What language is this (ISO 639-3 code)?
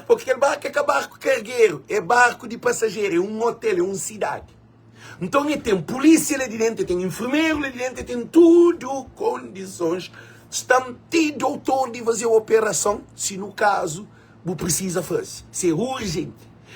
kea